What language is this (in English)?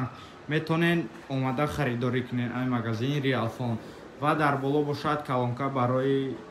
Tajik